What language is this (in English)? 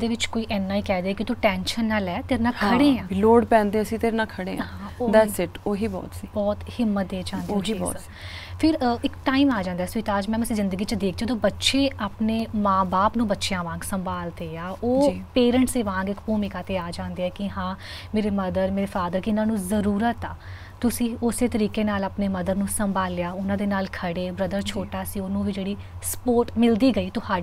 Punjabi